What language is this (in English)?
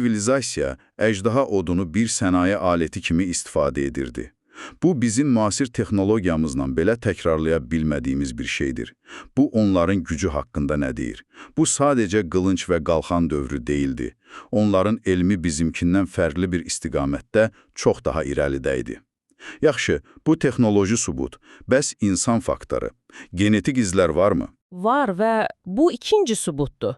Azerbaijani